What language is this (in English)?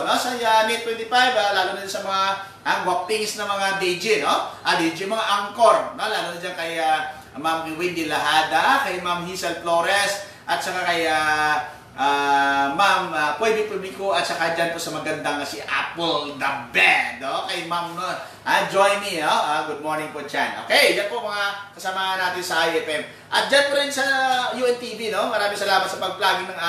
Filipino